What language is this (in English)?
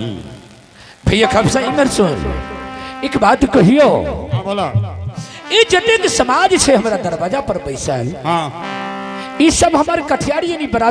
Angika